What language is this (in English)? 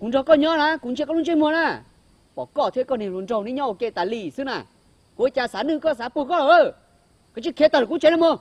Hmong